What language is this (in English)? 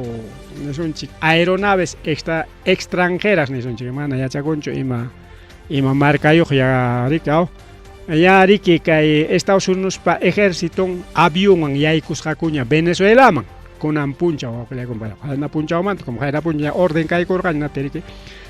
Ayacucho Quechua